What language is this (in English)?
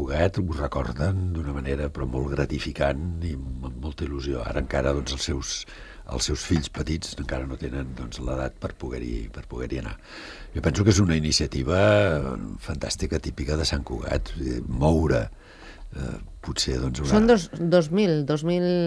Catalan